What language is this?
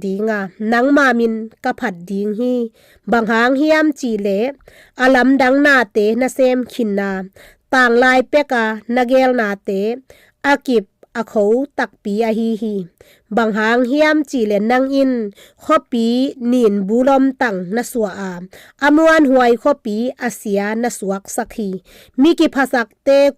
Tedim Chin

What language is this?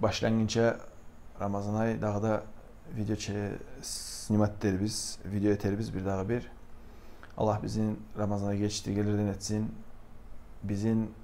Kumyk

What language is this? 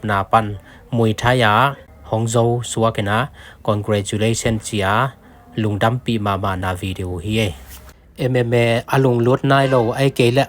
Tedim Chin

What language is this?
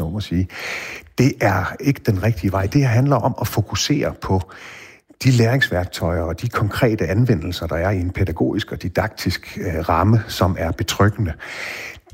Danish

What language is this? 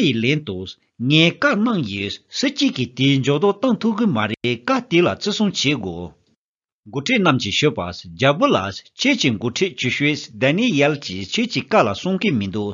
Tibetan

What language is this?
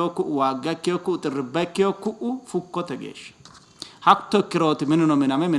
Sidamo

